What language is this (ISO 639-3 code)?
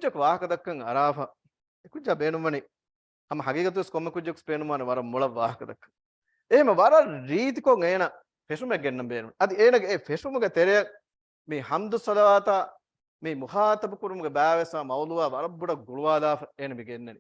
div